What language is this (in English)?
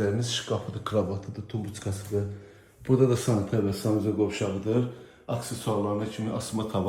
Azerbaijani